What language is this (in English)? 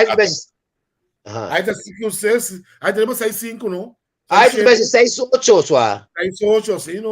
Papiamento